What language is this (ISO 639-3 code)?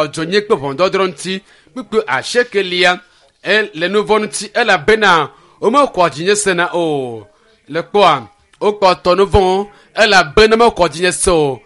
ewe